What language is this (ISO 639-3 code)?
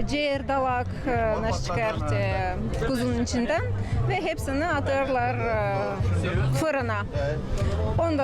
gag